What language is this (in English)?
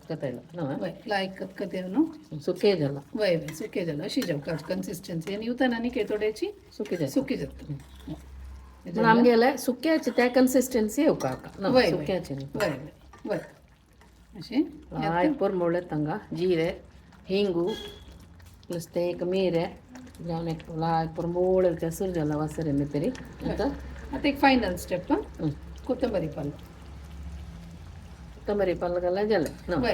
Konkani